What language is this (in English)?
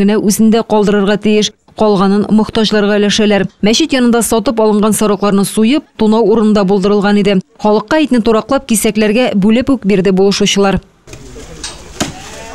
Tatar